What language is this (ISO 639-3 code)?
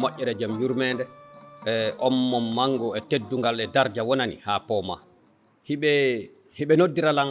ful